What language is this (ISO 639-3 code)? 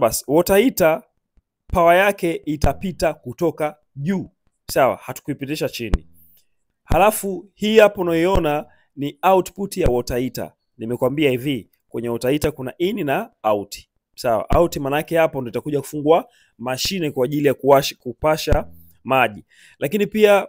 swa